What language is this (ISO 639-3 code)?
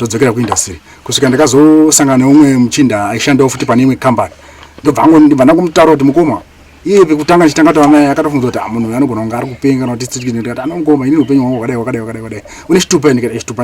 sna